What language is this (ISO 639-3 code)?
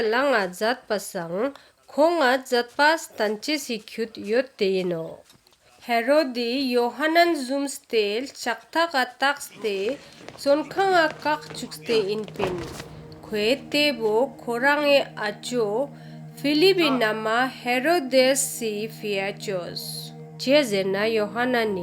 lbj